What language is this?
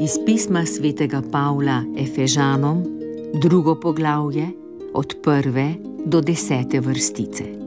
Slovenian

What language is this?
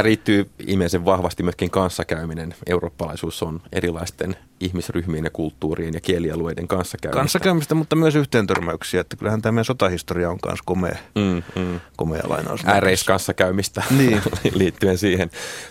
Finnish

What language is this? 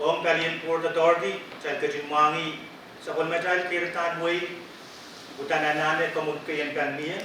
Pohnpeian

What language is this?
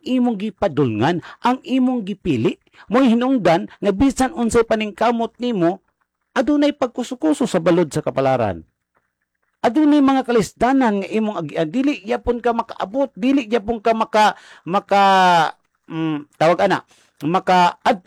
Cebuano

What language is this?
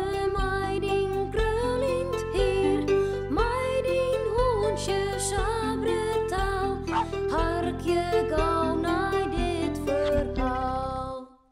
Western Frisian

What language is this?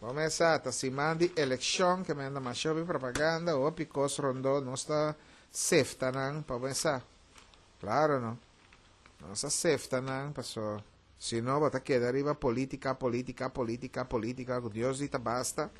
Papiamento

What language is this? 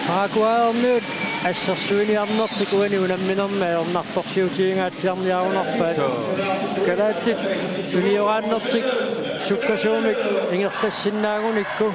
Kalaallisut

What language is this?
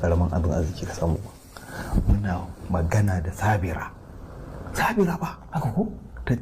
Hausa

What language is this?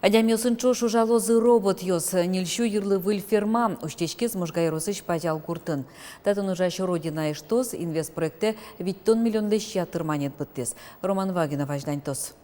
Udmurt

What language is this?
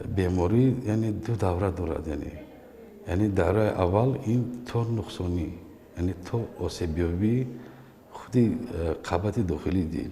Tajik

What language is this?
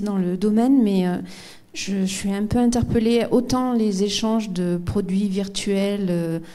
French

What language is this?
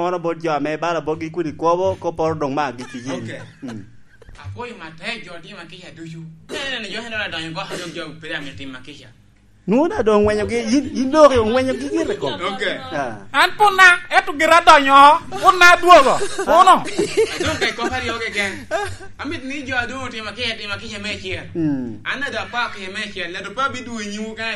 Lango (Uganda)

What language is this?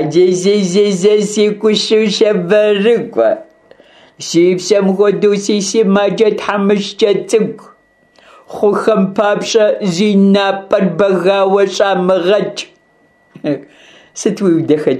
Kabardian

